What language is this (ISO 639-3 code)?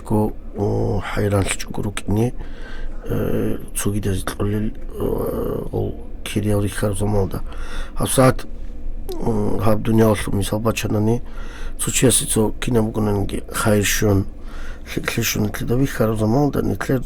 ava